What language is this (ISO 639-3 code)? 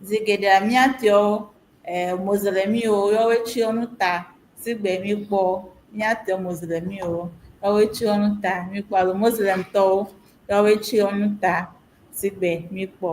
ewe